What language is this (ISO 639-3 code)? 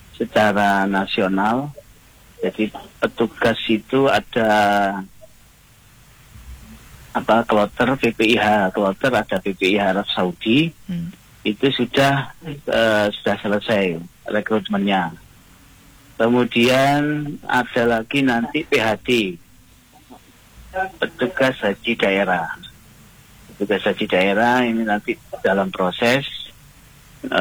ind